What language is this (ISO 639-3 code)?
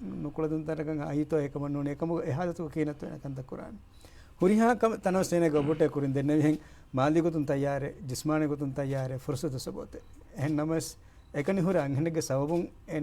div